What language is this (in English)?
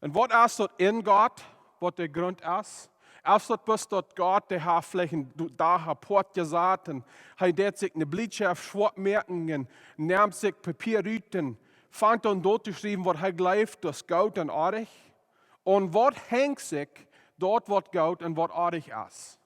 Plautdietsch